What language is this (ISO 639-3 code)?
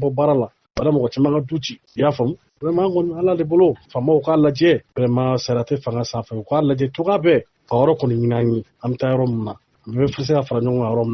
bam